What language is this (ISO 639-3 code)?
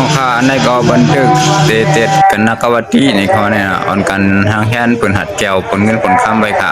shn